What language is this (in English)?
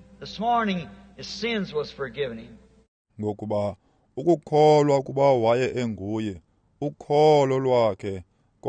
Xhosa